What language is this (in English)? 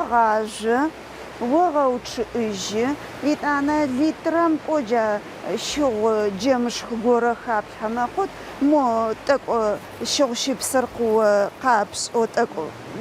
Adyghe